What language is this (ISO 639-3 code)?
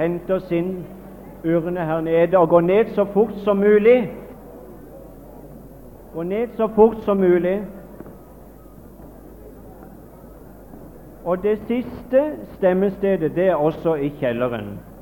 nor